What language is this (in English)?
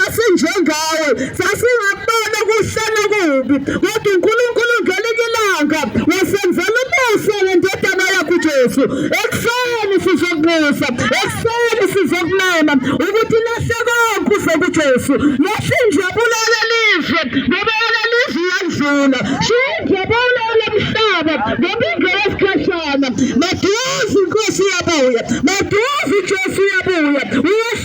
Zulu